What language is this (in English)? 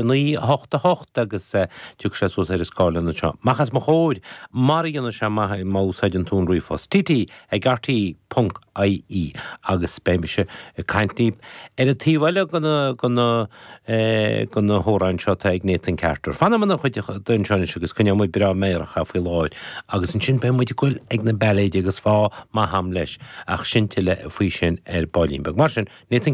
Irish